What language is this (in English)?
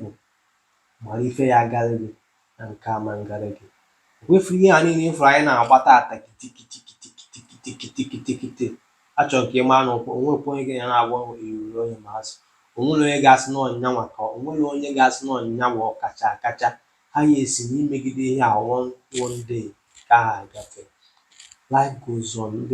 Igbo